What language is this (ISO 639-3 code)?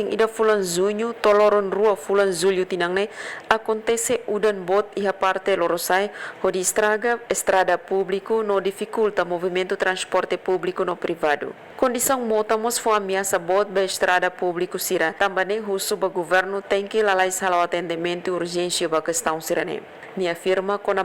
tet